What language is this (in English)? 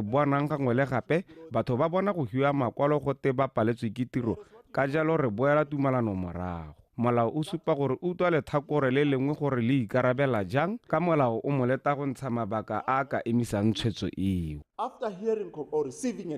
Tswana